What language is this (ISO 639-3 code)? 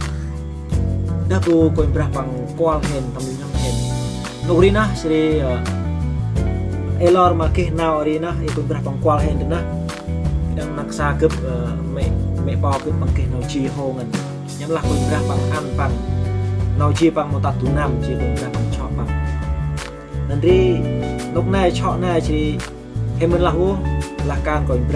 cmo